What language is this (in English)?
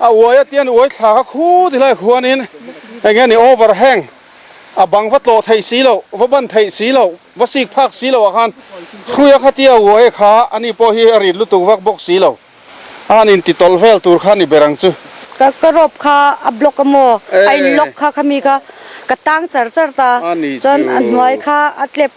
Mizo